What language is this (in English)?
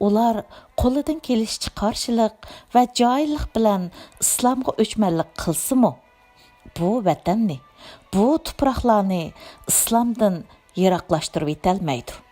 Uyghur